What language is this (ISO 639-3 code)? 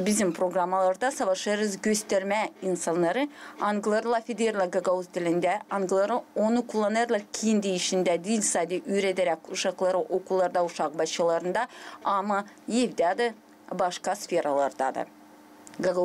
gag